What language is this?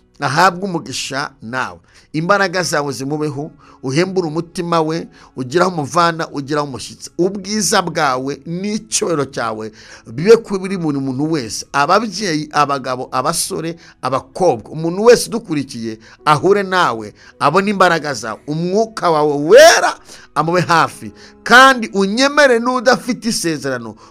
Kinyarwanda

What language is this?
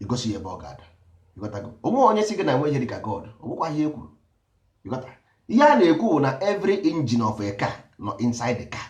Igbo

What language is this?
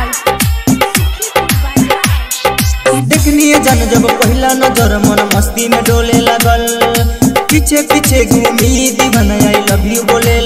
Bhojpuri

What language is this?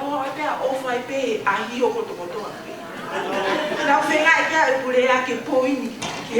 Tongan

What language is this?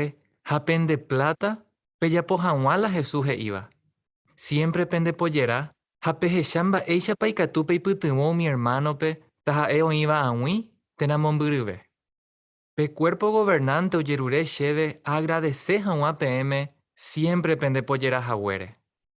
Guarani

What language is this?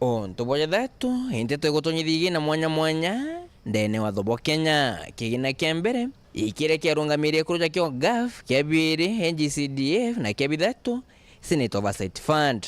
Meru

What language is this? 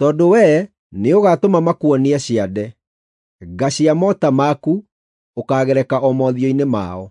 Kikuyu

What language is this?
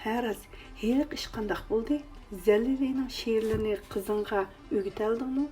Uyghur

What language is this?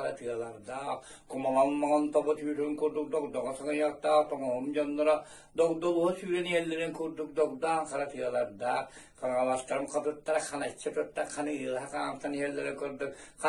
Yakut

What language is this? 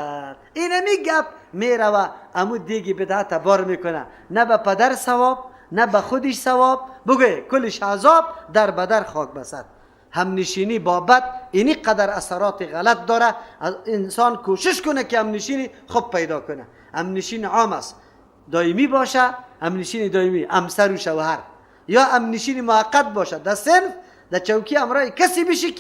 Persian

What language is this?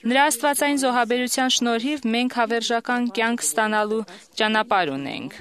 Armenian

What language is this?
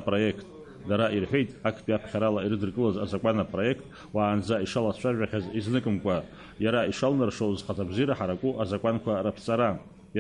Abkhazian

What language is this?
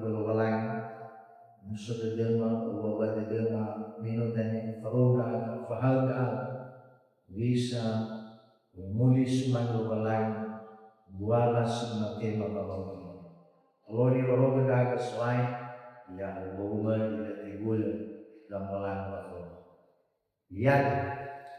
Nias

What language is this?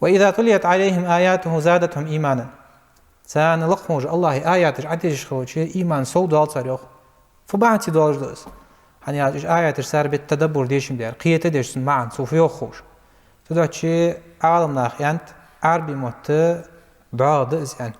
Ingush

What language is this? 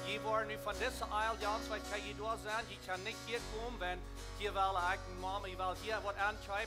Plautdietsch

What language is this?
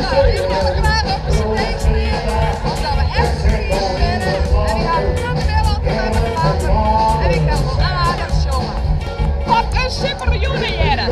Western Frisian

